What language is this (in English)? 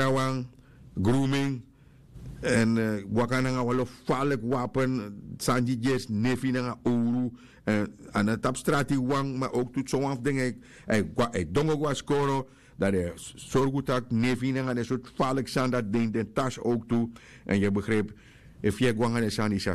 Sranan Tongo